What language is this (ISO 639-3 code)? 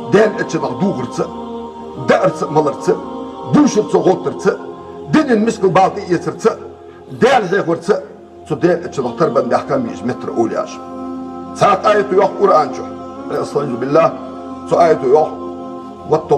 inh